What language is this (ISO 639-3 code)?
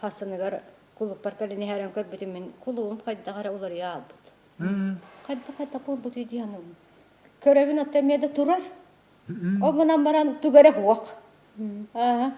sah